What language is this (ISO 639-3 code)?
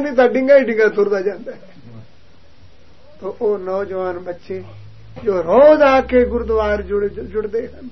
pan